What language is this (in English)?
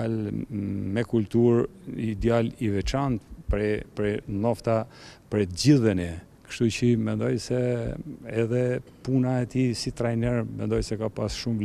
Albanian